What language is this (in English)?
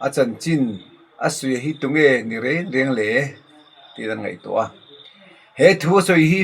Mizo